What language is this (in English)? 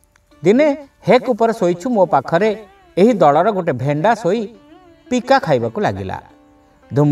Odia